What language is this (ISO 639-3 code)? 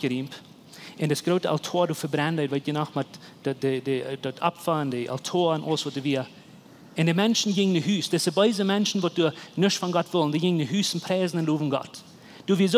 pdt